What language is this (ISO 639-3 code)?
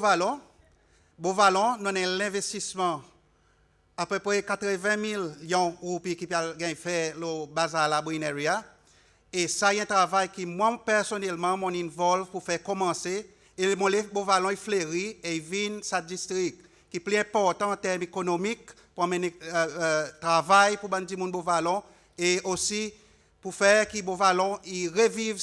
crs